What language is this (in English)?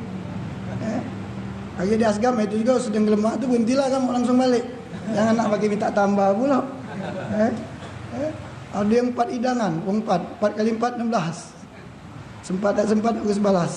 Musi